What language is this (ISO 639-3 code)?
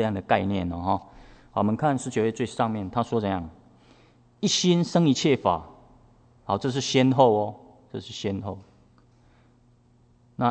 zho